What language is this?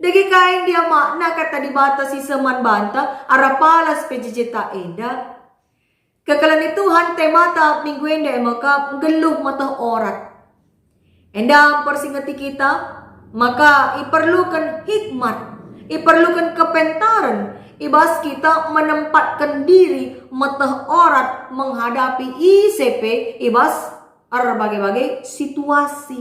Batak Karo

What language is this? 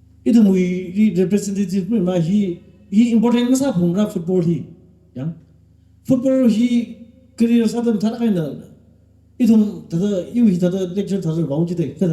Tangkhul Naga (India)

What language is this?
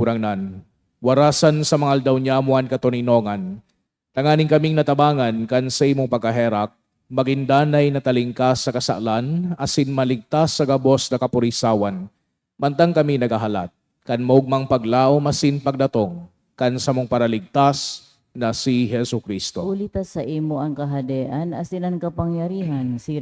Bikol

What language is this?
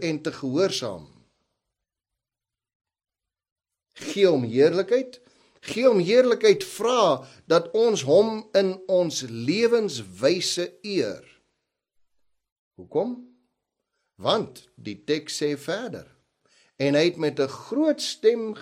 Afrikaans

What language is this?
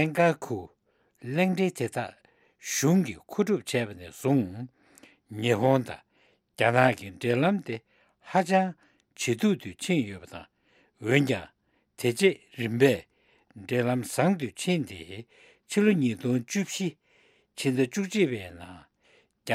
Tibetan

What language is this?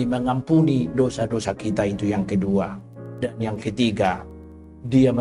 Batak Toba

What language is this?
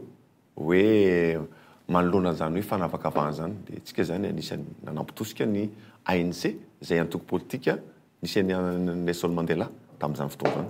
Malagasy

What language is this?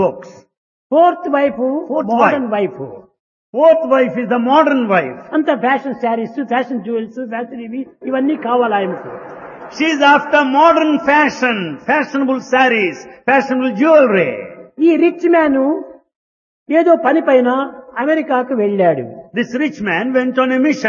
Telugu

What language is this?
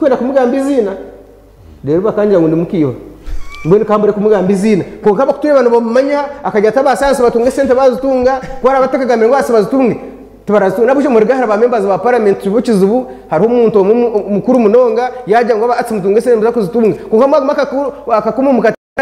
Nyankole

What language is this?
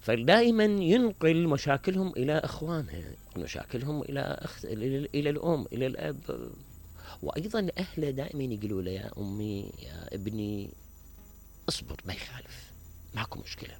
Mesopotamian Arabic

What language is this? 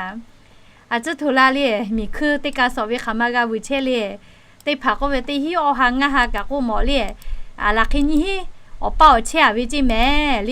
Lahu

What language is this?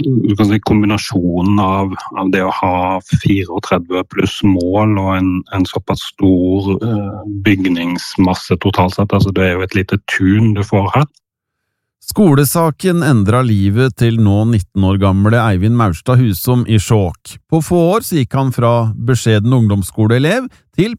Norwegian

